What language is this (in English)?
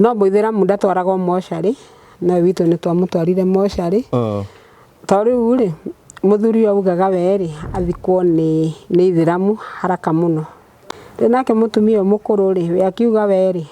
Kikuyu